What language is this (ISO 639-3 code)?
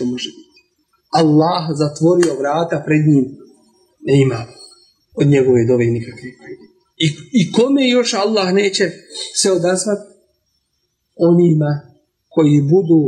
bos